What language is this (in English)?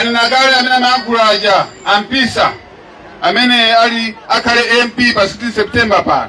Nyanja